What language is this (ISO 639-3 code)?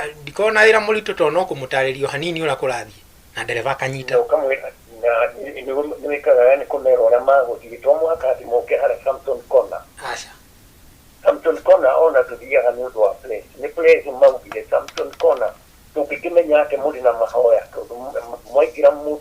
kik